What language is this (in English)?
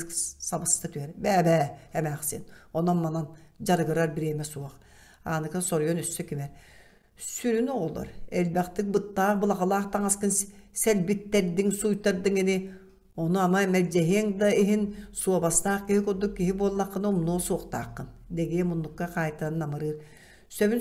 Yakut